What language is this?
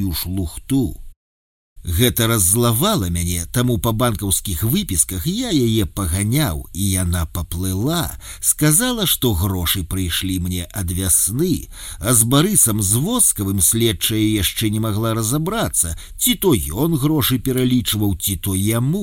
Belarusian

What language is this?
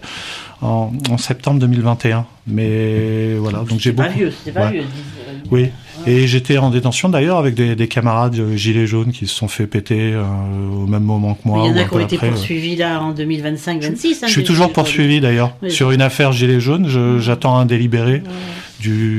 French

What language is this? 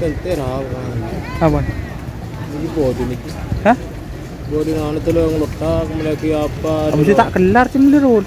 Madurese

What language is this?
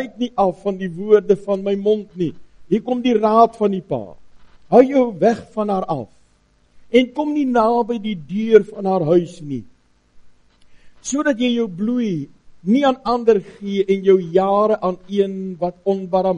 Afrikaans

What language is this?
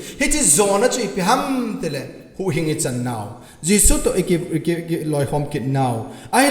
Thado Chin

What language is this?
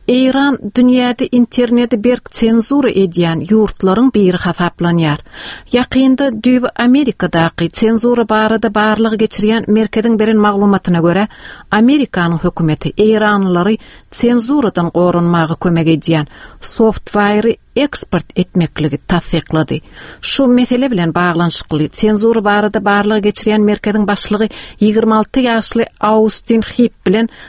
Turkmen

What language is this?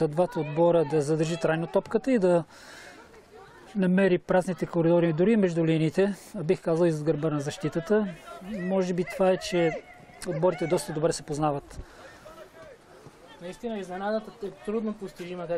Bulgarian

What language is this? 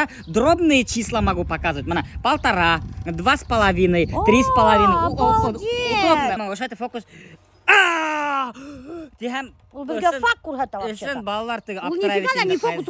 Bashkir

